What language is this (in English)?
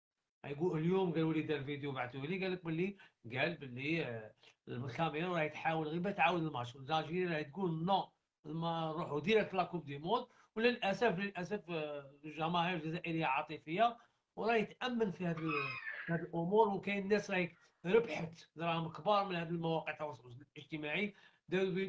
Algerian Arabic